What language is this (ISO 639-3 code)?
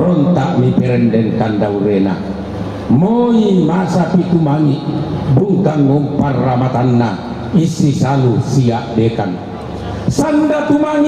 sda